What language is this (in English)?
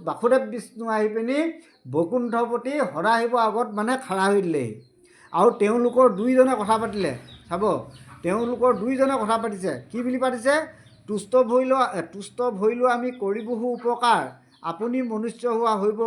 Assamese